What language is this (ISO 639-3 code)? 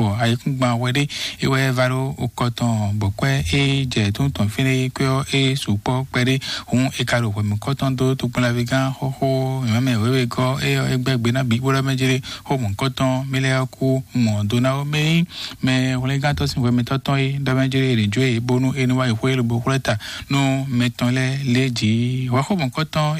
fon